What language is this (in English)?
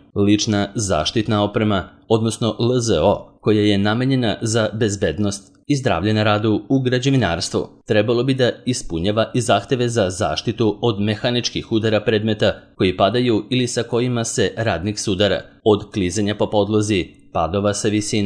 Serbian